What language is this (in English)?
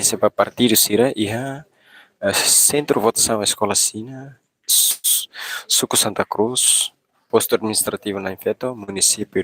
Tetum